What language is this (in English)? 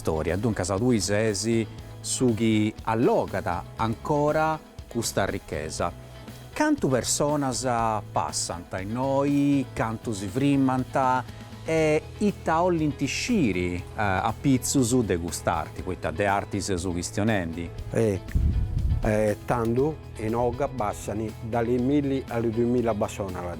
Sardinian